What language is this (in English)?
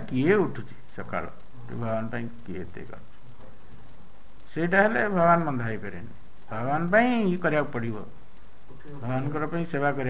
Odia